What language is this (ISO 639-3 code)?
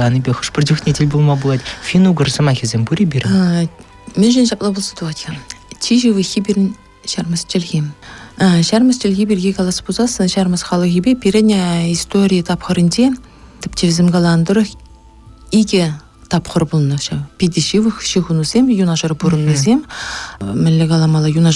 chv